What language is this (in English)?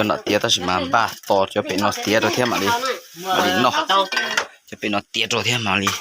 Hmong